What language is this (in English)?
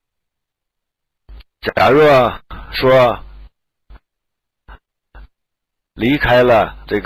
Chinese